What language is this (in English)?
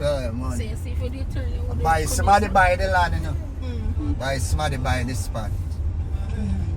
Jamaican Creole English